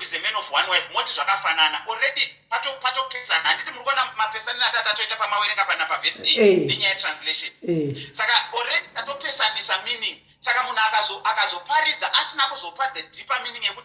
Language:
Shona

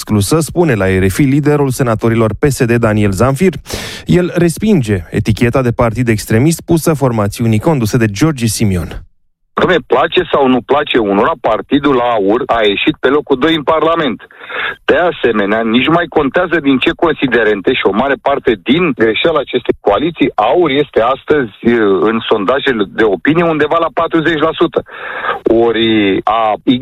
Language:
Romanian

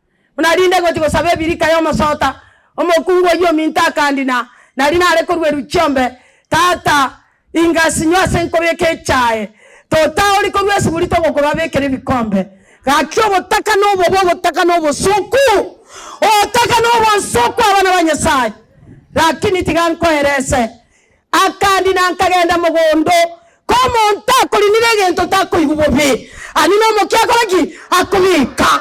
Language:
Gusii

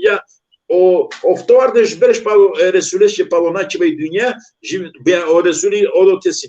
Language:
Balkan Romani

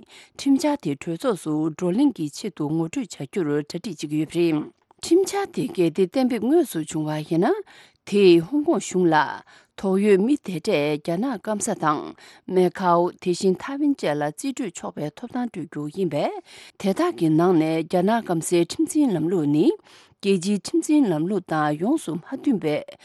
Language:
Tibetan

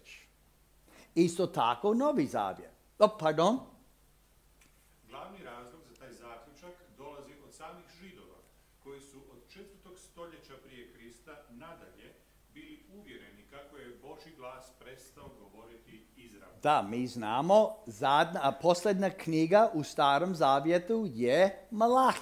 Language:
Croatian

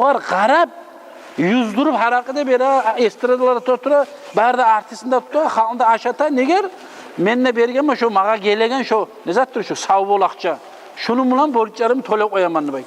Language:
Kumyk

